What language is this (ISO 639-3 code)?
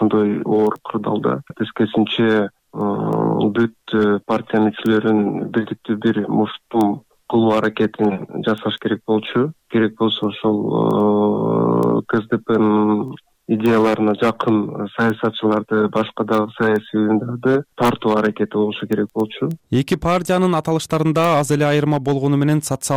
kir